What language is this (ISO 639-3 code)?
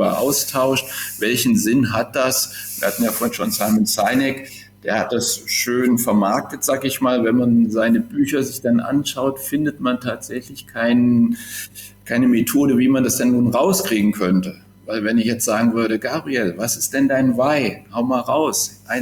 deu